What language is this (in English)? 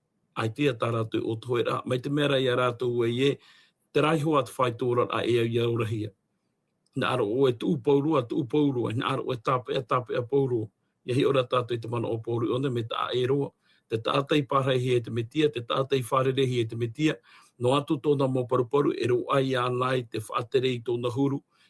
Tahitian